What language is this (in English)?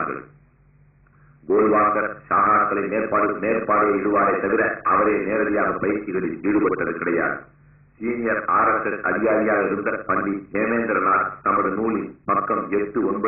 Tamil